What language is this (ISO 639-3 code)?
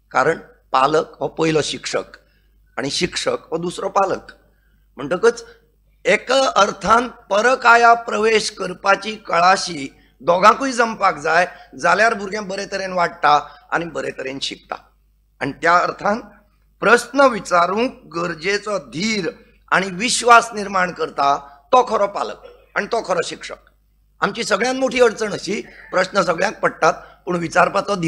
kok